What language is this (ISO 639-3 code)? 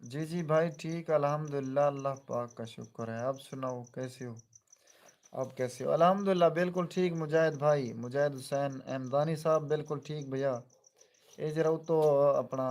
skr